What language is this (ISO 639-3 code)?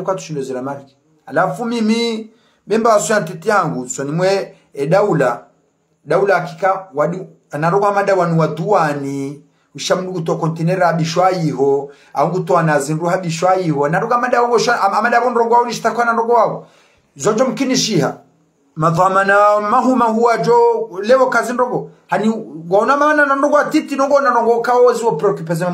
zdj